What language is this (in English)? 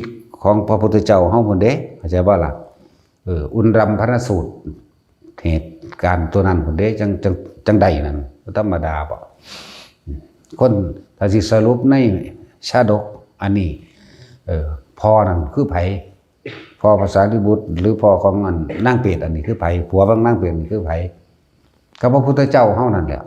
Lao